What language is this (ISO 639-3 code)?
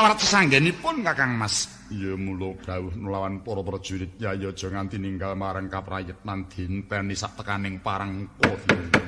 jav